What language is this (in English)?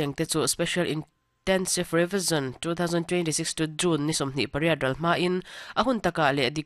Mizo